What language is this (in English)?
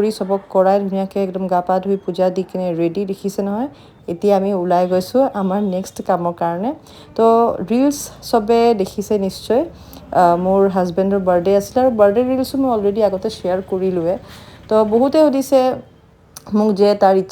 Assamese